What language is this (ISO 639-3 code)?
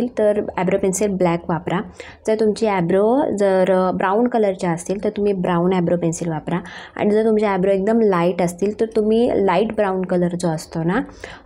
mar